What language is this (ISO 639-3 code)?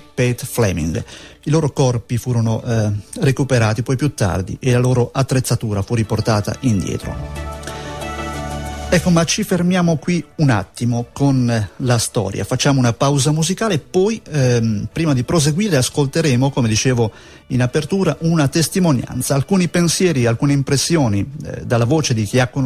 ita